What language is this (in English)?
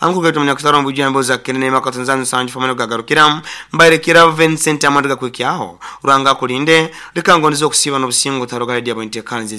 Nyoro